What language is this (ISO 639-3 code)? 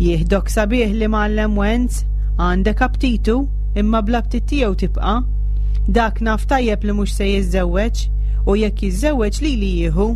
mlt